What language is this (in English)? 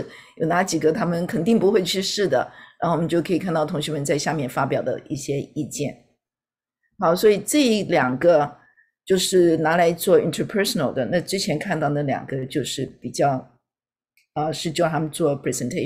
Chinese